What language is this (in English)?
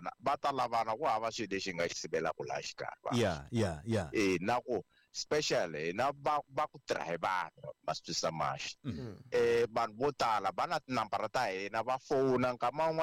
Tsonga